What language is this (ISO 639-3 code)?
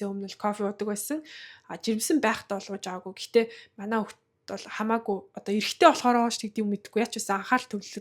mon